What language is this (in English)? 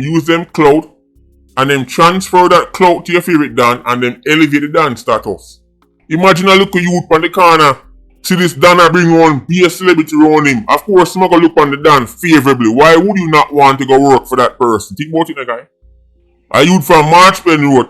Jamaican Creole English